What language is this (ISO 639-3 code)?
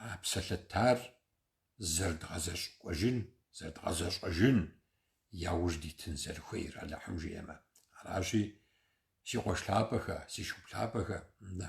kbd